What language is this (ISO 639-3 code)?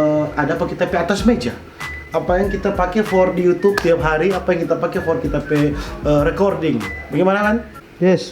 xmm